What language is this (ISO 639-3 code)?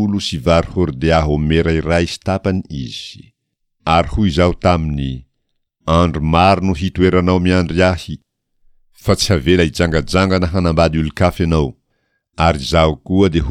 mlg